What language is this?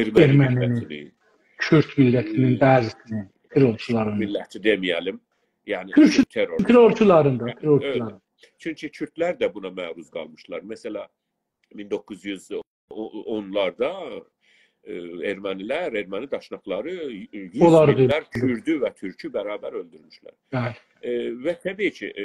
South Azerbaijani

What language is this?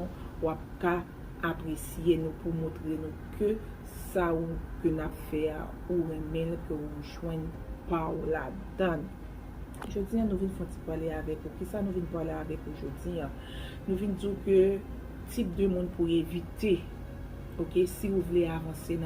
Haitian Creole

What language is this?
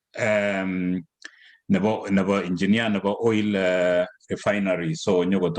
Kalenjin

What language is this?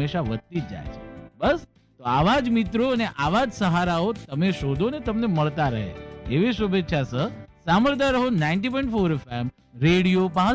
Gujarati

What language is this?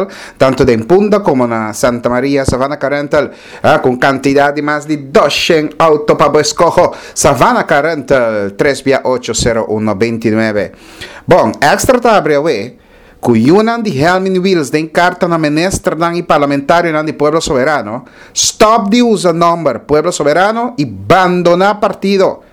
Papiamento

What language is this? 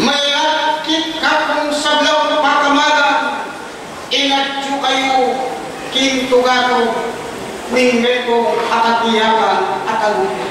Pampanga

